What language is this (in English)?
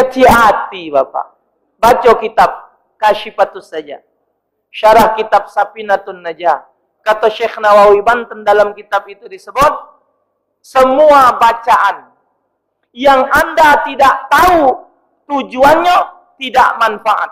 Musi